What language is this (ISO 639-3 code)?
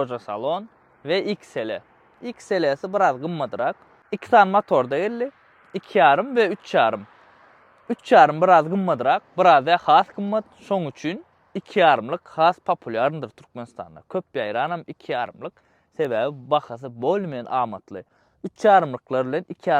tuk